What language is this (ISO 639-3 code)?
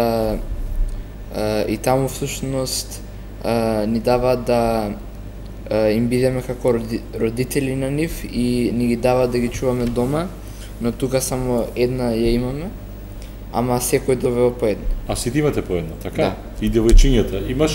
mkd